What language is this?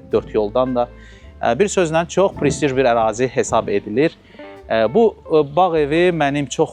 Azerbaijani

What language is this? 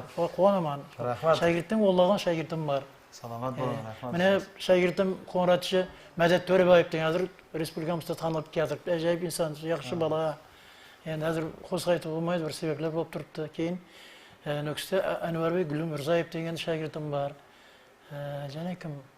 Kara-Kalpak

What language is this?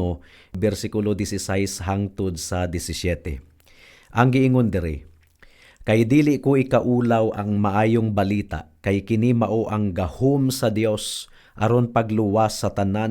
Cebuano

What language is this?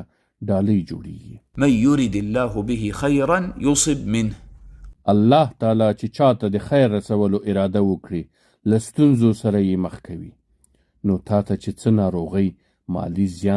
Pashto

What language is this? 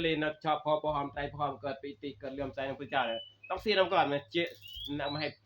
Northeastern Thai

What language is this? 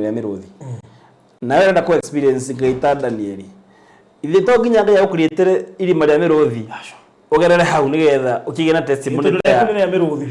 Kikuyu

